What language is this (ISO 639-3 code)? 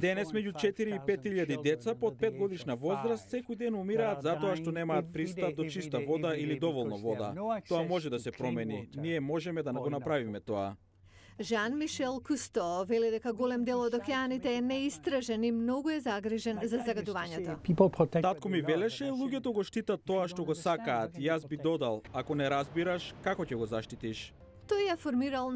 mkd